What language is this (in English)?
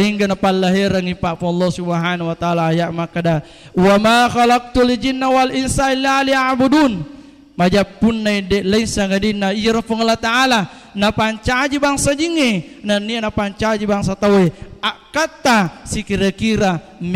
Buginese